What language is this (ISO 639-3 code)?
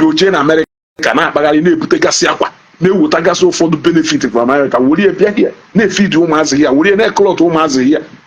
ibo